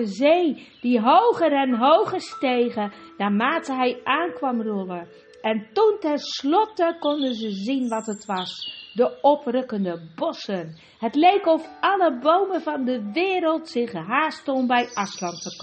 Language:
Dutch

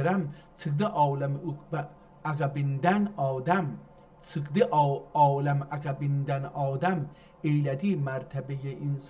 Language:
South Azerbaijani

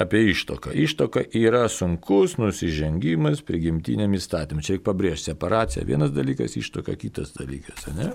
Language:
Lithuanian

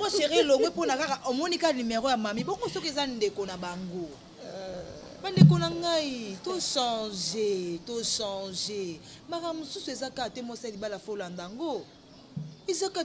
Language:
Lingala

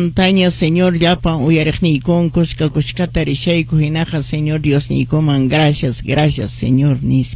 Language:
Quechua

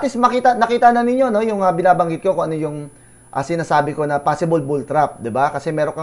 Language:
Filipino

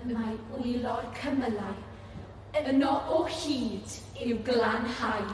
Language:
Welsh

